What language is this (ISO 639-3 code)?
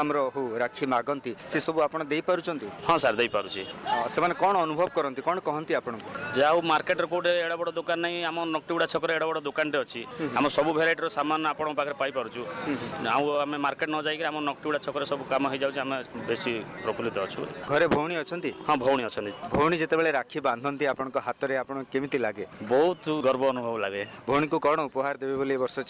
ori